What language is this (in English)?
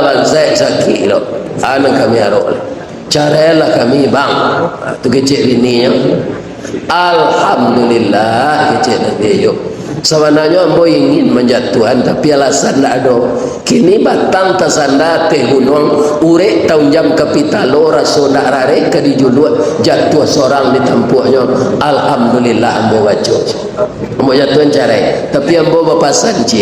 Minangkabau